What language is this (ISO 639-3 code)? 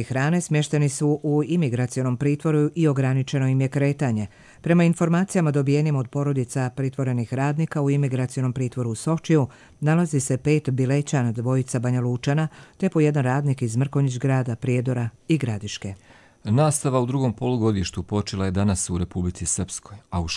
hrv